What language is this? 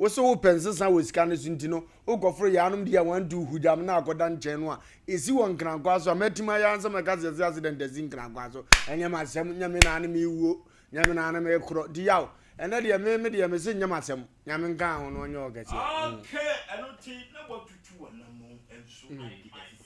Akan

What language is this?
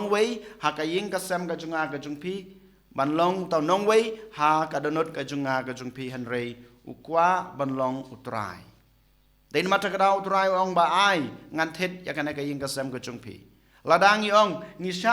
Khasi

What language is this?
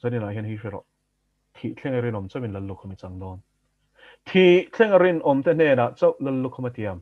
Mizo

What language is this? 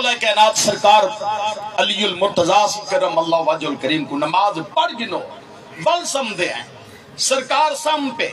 Saraiki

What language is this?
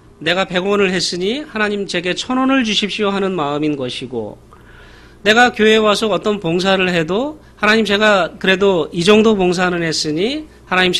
Korean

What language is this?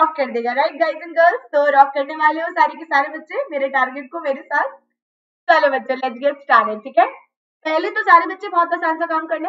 Hindi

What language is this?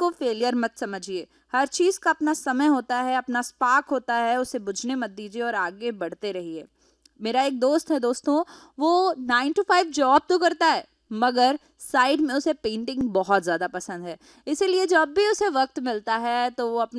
Hindi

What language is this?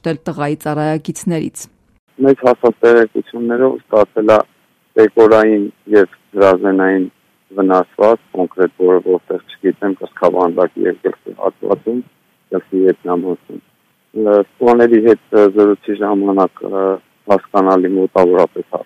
Armenian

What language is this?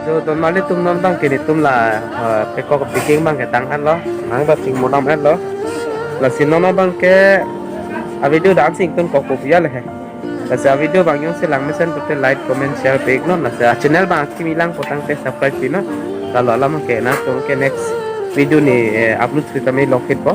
Karbi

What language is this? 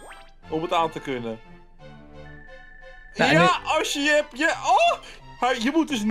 Dutch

